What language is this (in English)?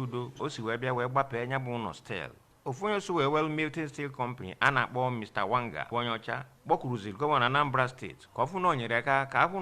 Igbo